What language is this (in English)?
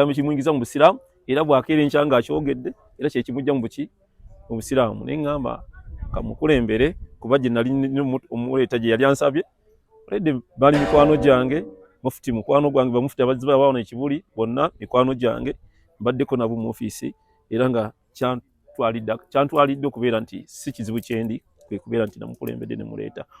Ganda